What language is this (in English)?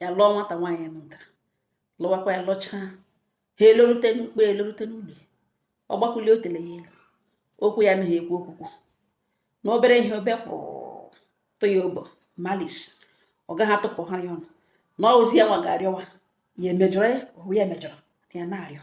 Igbo